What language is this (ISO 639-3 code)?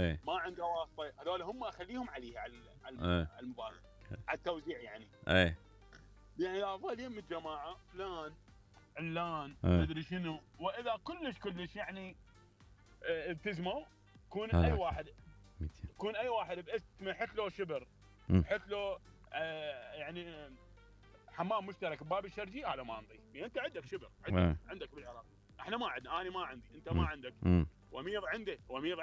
acm